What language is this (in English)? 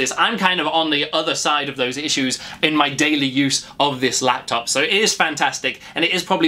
English